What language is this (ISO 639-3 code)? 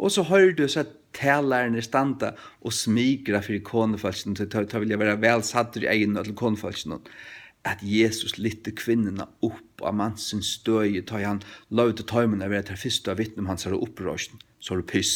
fao